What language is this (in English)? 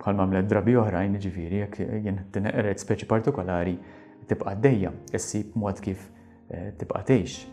Maltese